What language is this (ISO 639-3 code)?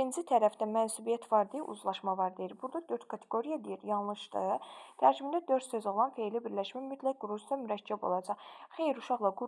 aze